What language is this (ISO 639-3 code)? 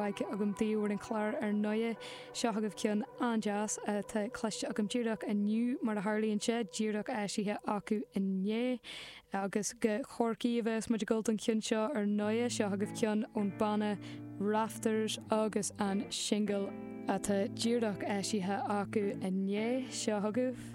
gle